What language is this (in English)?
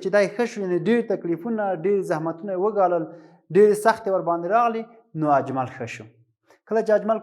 Pashto